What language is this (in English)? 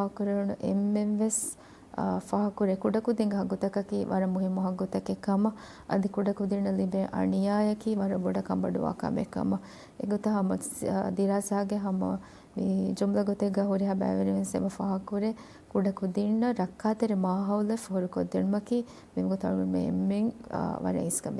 Divehi